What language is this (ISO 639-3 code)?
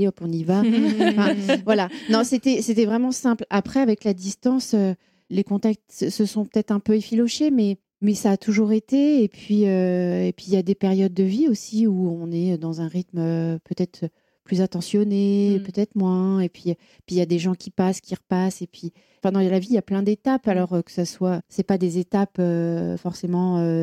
fra